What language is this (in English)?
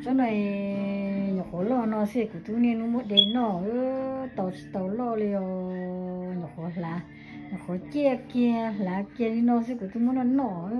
Hmong